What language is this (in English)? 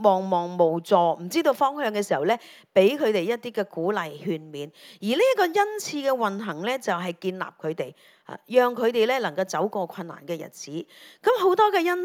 Cantonese